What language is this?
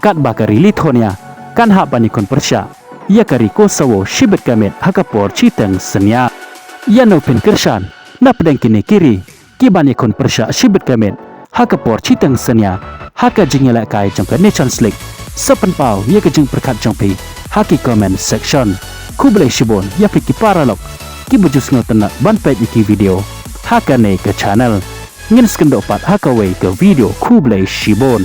Khasi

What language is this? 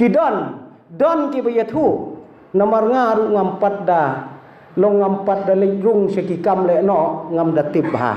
Khasi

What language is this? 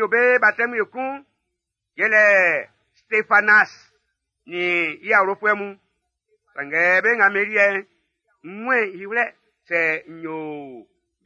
Baoulé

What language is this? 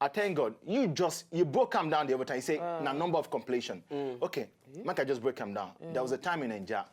Nigerian Pidgin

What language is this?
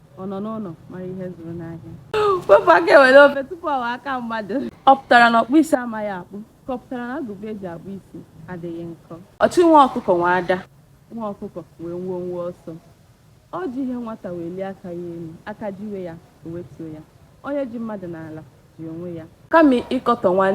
Igbo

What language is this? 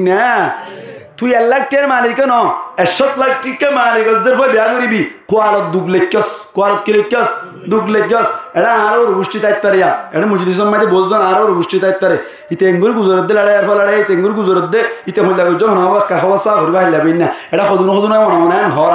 Rohingya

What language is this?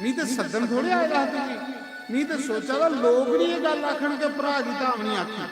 Dogri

